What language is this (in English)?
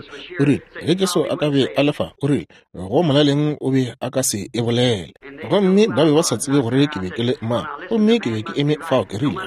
Northern Sotho